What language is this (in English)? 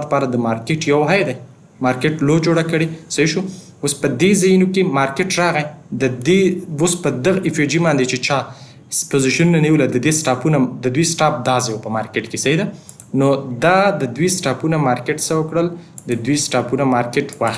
Pashto